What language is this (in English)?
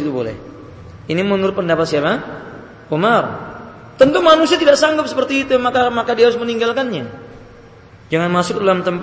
Indonesian